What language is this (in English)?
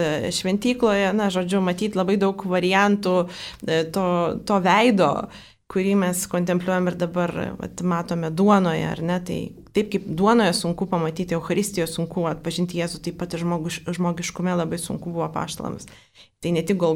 Lithuanian